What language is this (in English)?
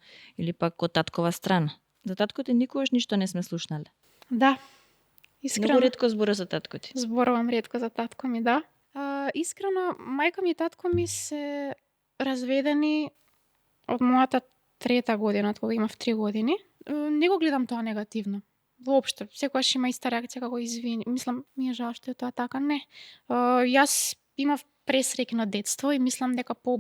Macedonian